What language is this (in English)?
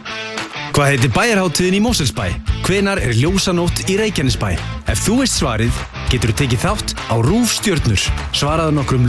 Icelandic